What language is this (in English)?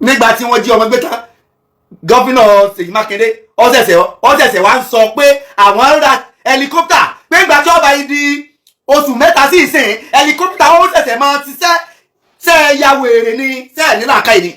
Yoruba